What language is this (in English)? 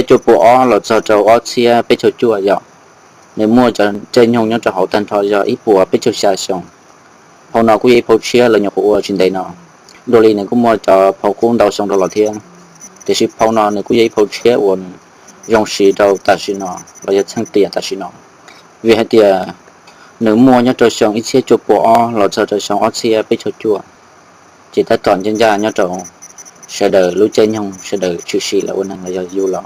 Hmong